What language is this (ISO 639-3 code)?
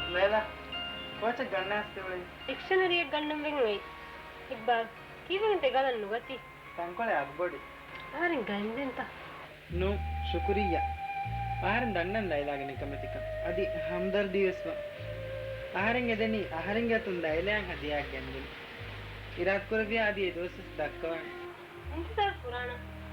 div